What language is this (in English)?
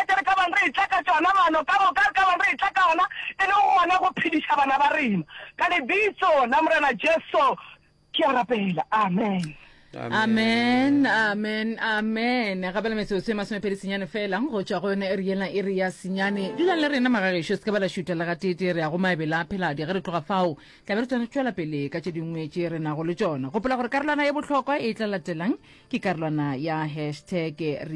Northern Sotho